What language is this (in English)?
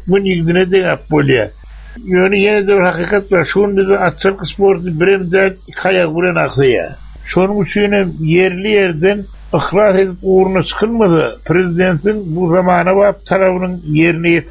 Turkmen